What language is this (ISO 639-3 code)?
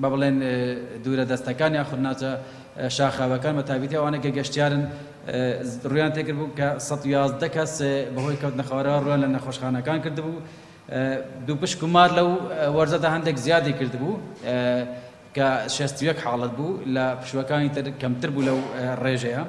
ckb